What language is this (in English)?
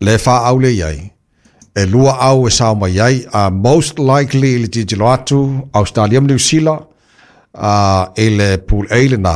Samoan